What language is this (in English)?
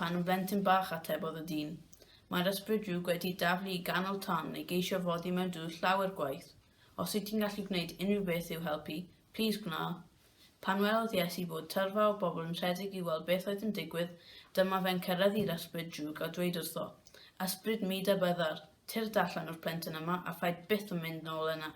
Welsh